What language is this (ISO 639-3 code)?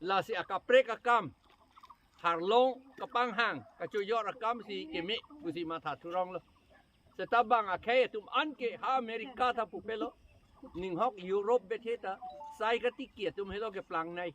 mjw